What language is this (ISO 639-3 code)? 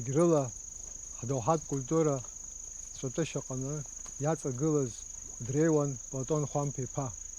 abk